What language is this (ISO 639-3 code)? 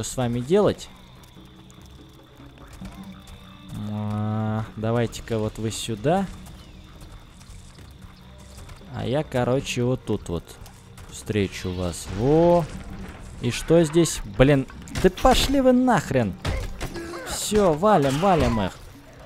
rus